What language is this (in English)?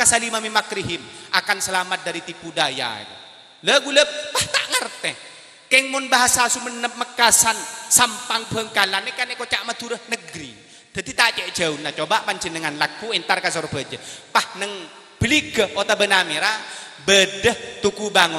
Madurese